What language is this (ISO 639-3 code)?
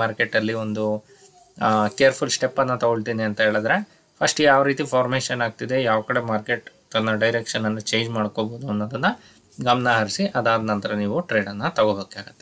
kan